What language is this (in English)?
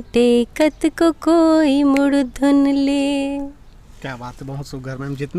Chhattisgarhi